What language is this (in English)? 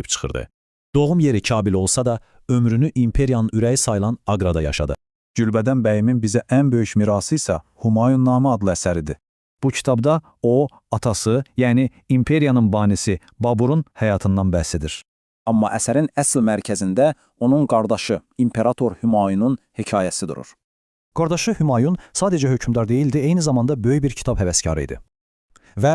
Azerbaijani